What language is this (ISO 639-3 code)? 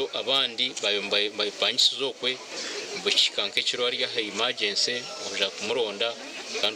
nyn